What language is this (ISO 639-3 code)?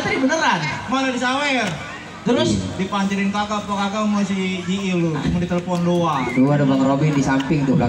bew